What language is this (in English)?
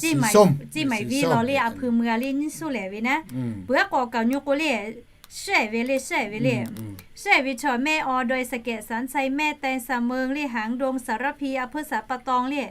Lahu